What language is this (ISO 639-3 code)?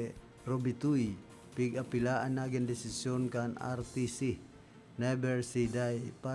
bik